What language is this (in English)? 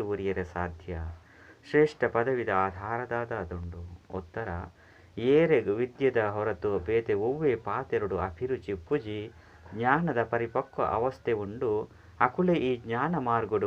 Tulu